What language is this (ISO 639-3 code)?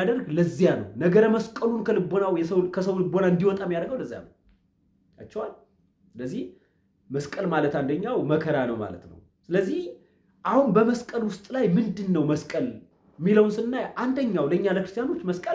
amh